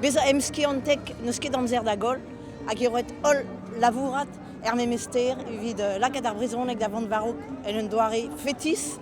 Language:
Breton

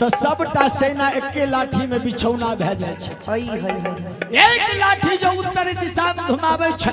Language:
Maithili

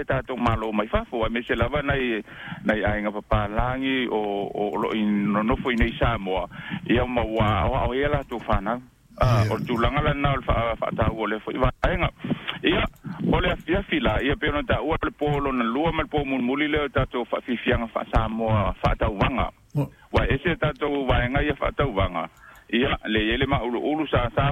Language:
Samoan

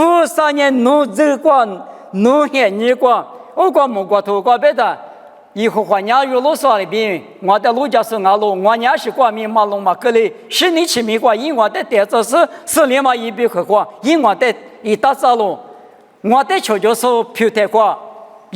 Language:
Lisu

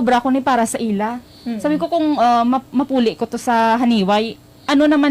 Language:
Hiligaynon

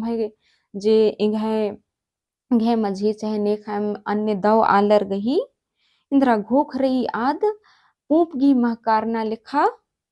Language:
Kurukh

